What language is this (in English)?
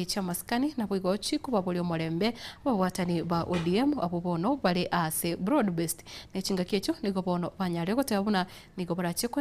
Gusii